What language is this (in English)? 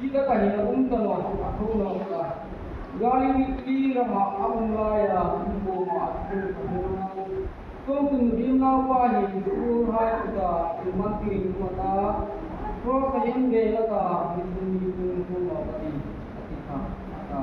Hmar